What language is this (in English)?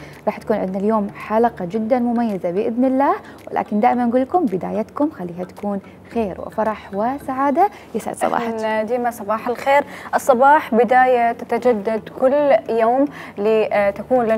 Mesopotamian Arabic